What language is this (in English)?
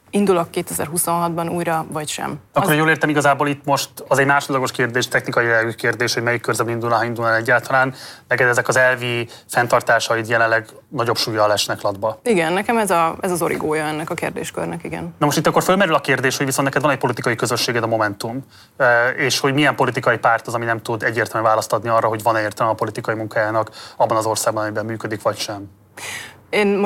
Hungarian